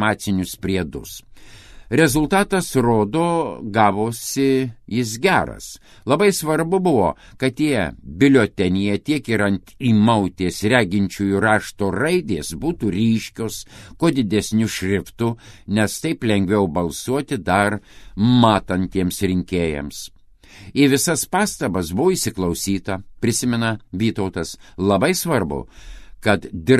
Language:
Lithuanian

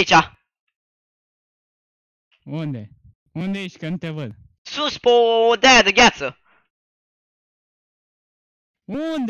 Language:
Romanian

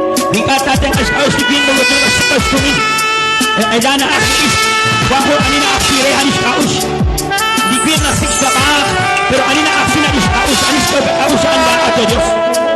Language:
Kekchí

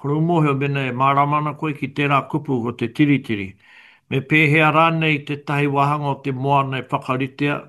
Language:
Māori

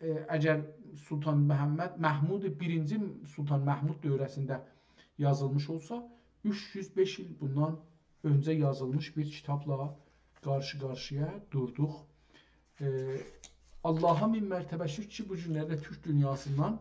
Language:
South Azerbaijani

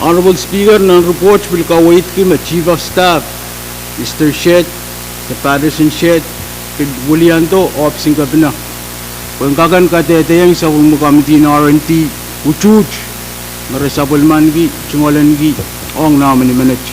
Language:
Pohnpeian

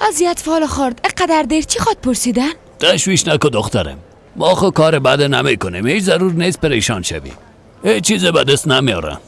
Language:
Persian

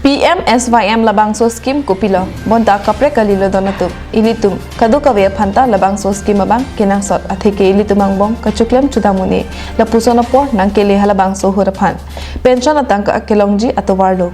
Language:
Karbi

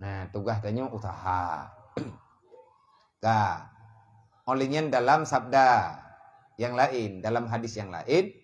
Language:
Achinese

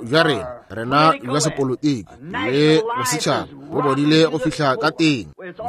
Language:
Northern Sotho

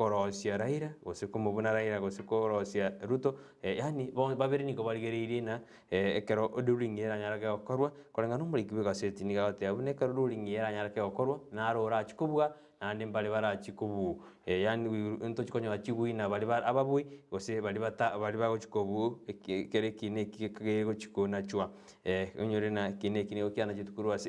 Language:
Gusii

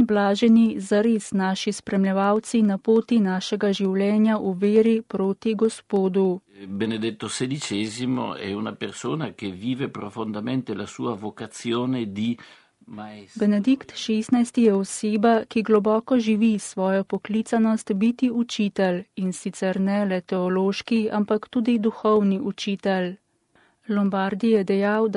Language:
Slovenian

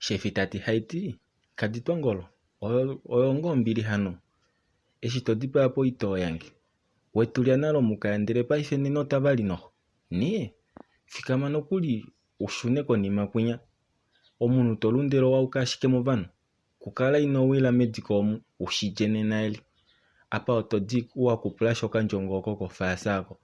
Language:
Kuanyama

